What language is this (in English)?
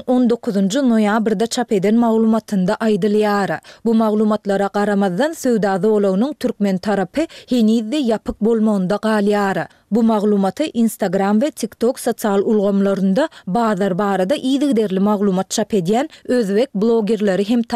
Turkmen